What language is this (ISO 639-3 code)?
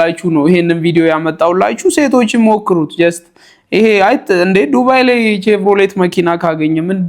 amh